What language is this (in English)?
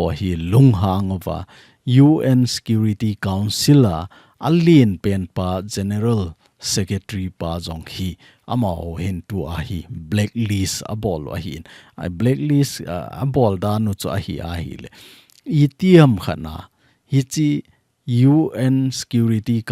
Thado Chin